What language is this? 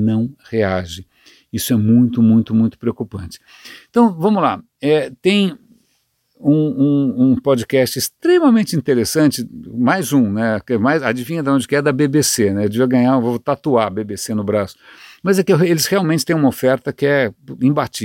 Portuguese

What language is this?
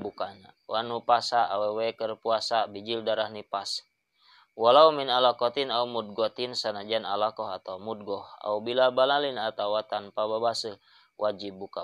Sundanese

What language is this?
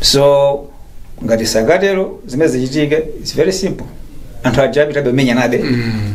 Nyanja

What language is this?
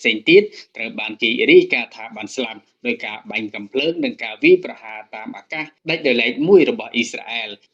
Khmer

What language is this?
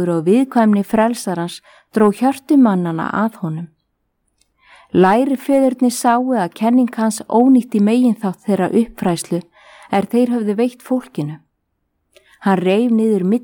Icelandic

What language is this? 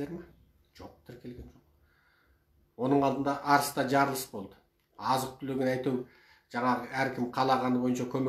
Kazakh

